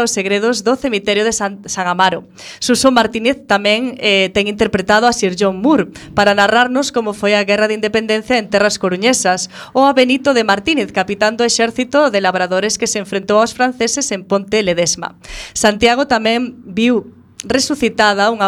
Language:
Galician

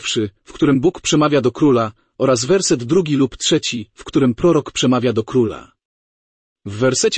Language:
Polish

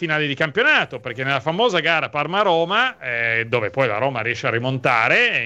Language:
Italian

